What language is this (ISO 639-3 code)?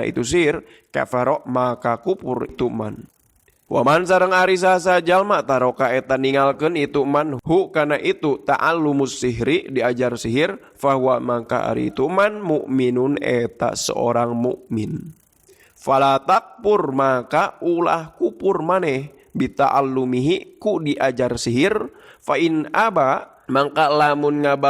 sun